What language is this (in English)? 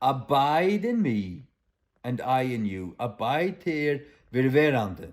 Faroese